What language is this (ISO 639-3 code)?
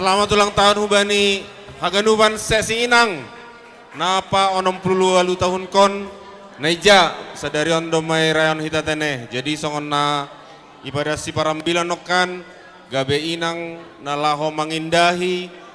bts